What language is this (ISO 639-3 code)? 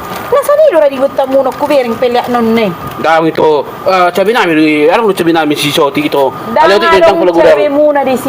bbc